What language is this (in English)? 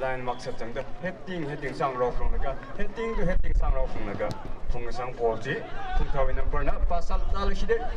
Tangkhul Naga (India)